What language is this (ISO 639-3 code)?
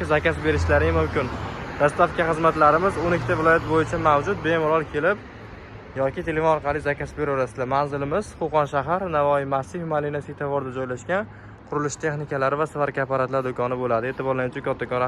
uzb